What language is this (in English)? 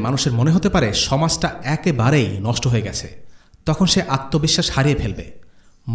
Bangla